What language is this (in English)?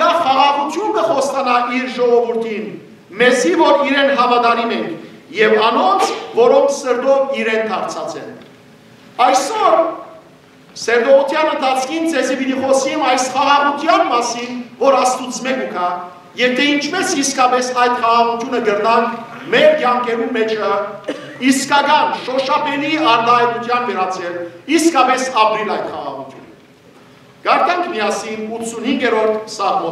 Western Armenian